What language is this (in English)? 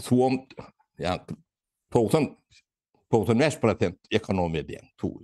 Turkmen